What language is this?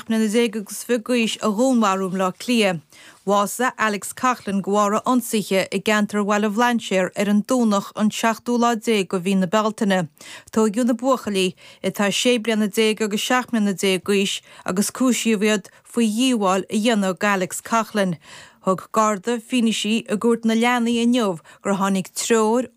Irish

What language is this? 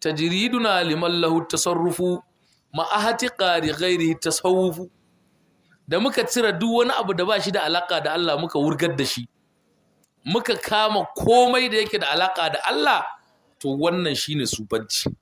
Hausa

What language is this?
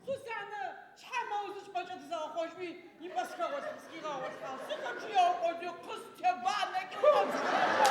Adyghe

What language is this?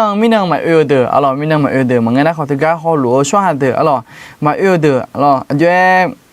Akha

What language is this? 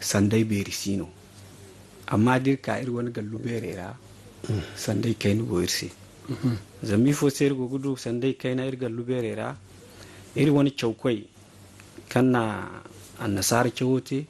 Zarma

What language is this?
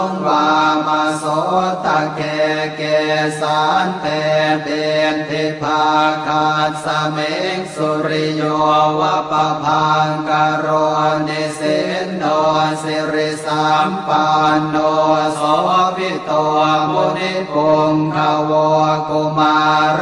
Pali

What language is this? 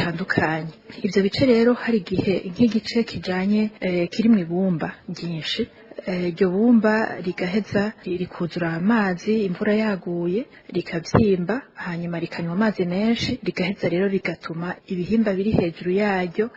Rundi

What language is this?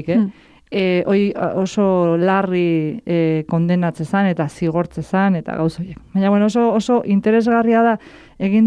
Basque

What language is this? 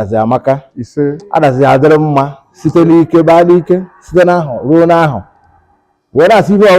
Igbo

